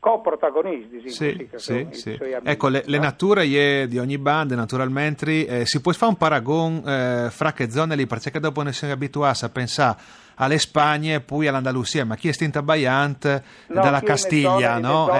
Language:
Friulian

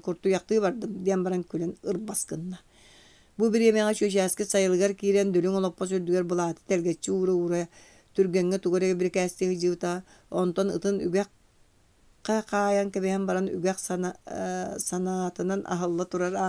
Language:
Yakut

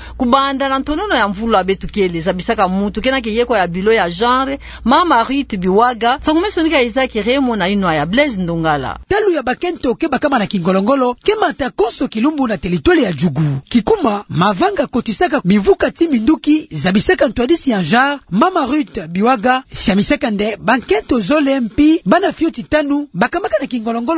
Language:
Kituba (Democratic Republic of Congo)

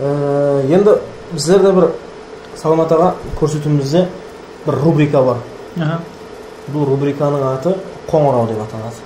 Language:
Kara-Kalpak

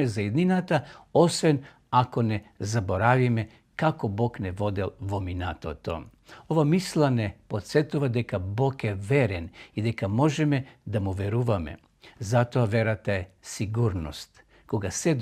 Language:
Macedonian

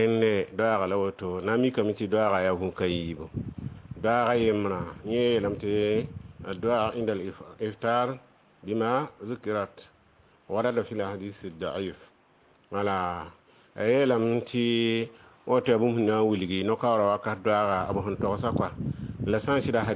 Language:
Mossi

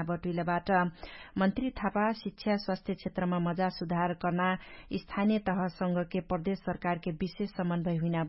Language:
Dangaura Tharu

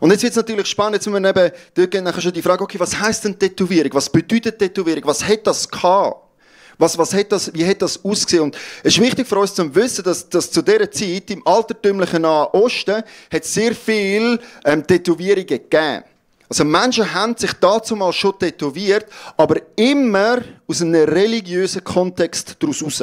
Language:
Swiss German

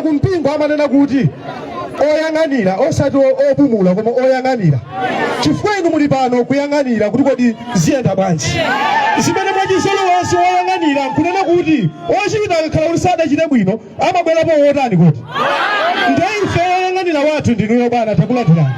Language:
Nyanja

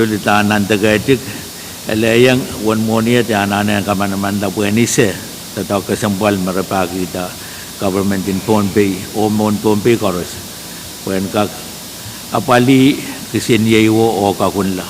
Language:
Pohnpeian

